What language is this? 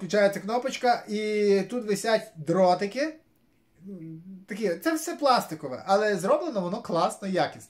Ukrainian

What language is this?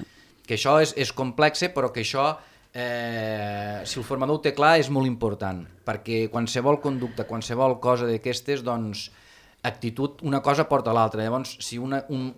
Catalan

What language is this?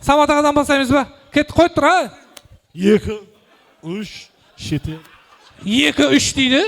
Kara-Kalpak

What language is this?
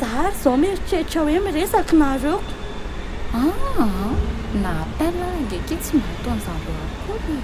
Malagasy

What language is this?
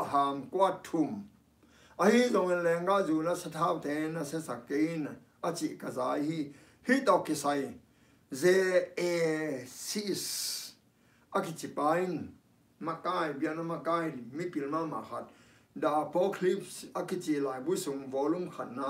Tedim Chin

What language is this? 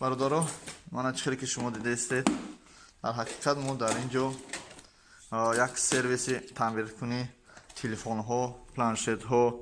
Tajik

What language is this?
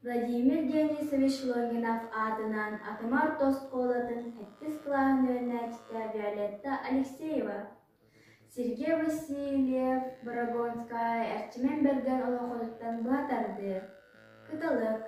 Yakut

